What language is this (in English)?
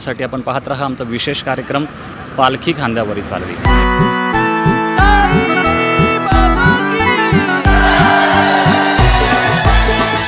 Marathi